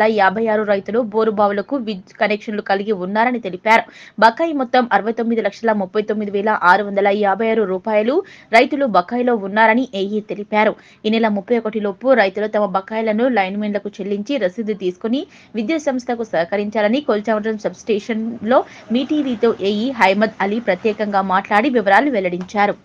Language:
Telugu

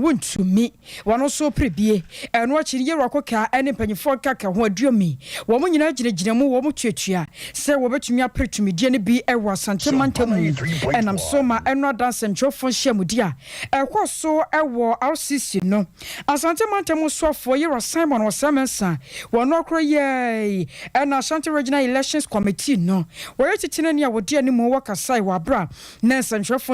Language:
Akan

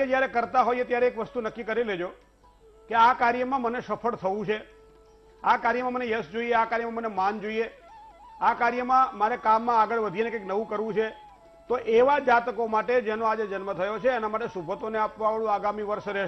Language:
Gujarati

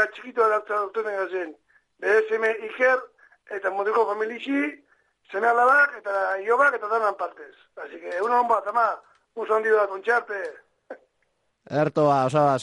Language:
Basque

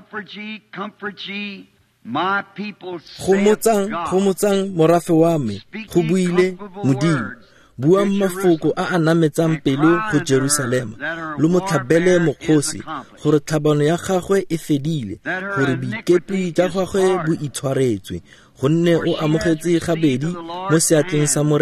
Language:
Tswana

